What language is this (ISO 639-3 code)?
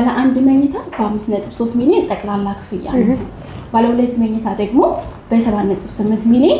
amh